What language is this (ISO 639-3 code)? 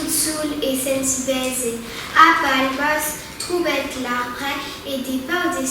oci